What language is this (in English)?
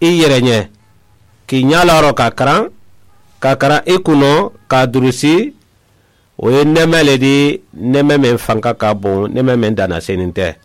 Mandingo